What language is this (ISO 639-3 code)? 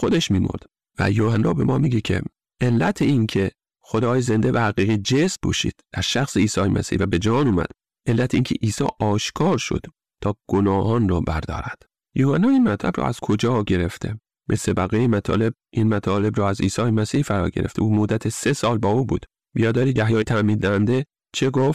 fas